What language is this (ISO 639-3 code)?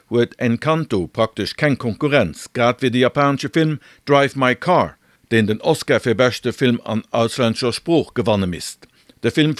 ltz